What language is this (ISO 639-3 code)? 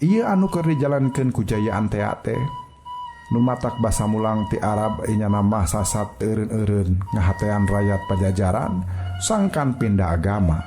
sun